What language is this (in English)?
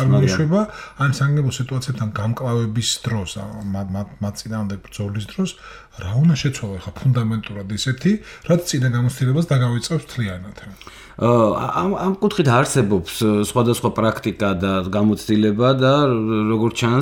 Georgian